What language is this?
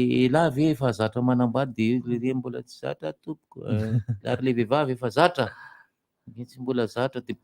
Malagasy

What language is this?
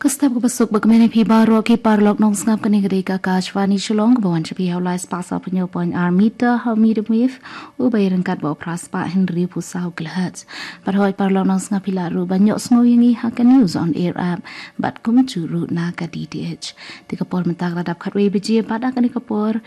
Khasi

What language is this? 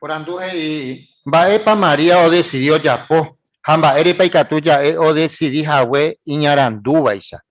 Guarani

